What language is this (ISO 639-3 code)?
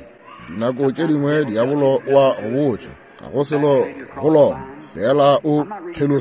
nso